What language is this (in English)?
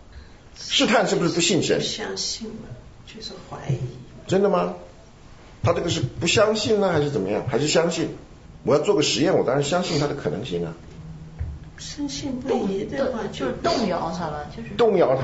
Chinese